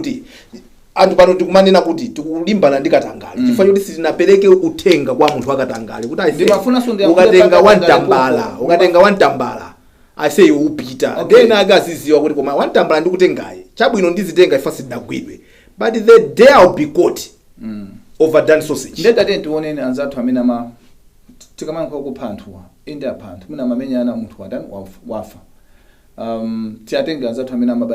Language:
Nyanja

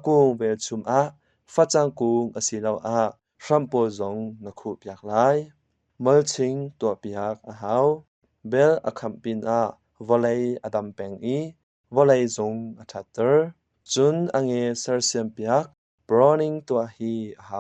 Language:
Hakha Chin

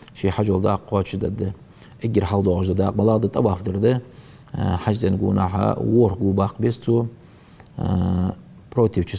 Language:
Ingush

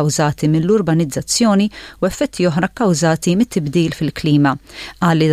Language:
Maltese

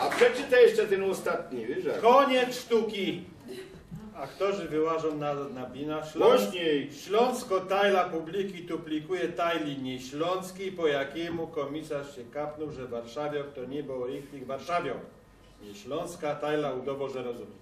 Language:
Silesian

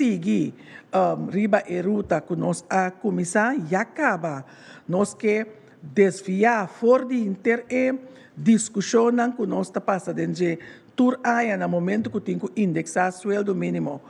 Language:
Papiamento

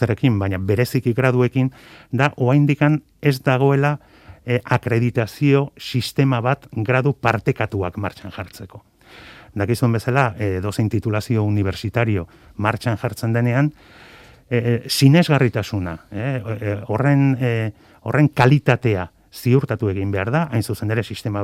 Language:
Basque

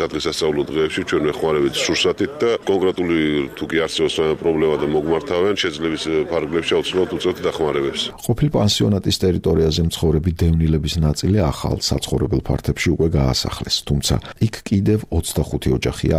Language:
Georgian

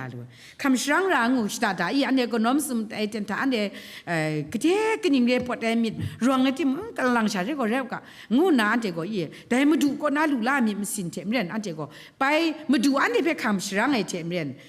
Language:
Kachin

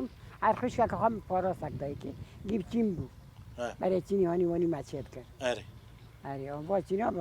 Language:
Kurdish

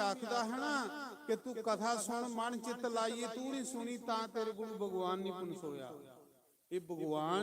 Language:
Dogri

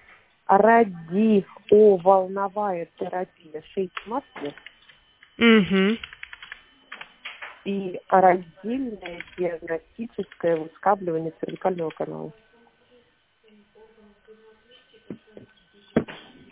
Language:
Russian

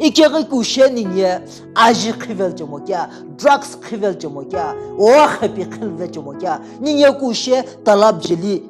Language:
Sumi Naga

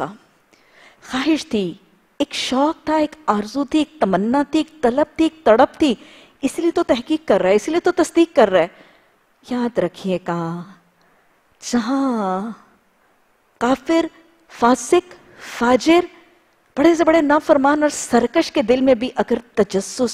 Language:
Urdu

